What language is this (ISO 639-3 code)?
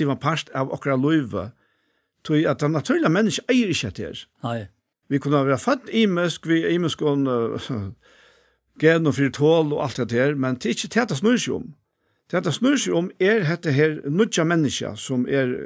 fao